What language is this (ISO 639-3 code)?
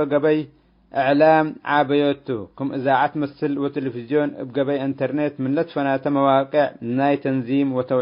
tig